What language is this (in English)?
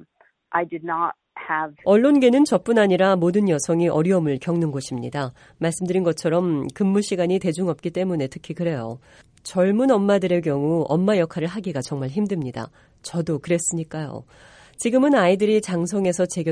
Korean